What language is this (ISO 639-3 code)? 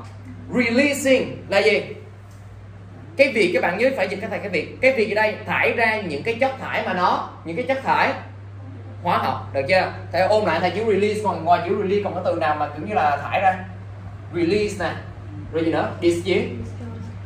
vie